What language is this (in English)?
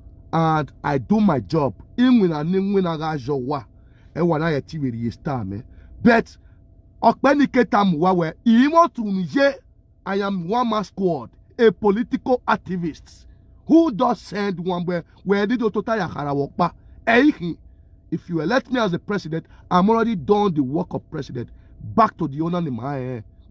Nigerian Pidgin